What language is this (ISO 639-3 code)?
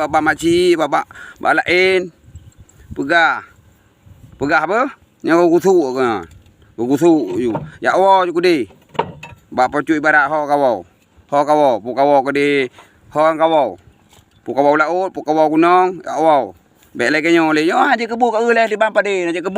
ace